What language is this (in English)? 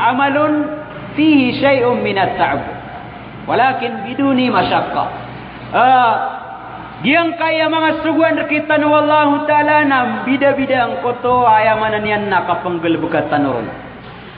Maranao